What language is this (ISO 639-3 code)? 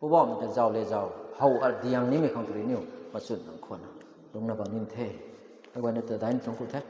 nbu